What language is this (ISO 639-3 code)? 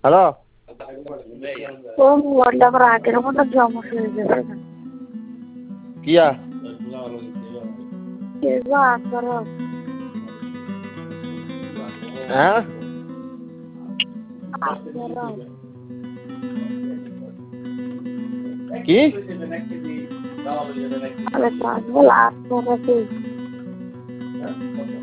ben